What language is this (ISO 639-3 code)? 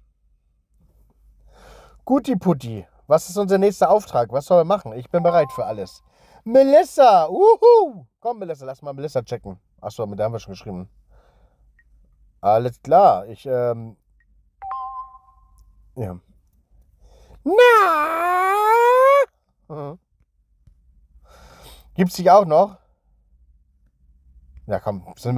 deu